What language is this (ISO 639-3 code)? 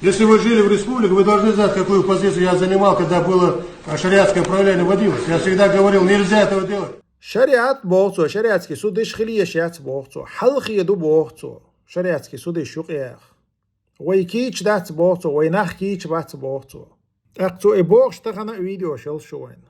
che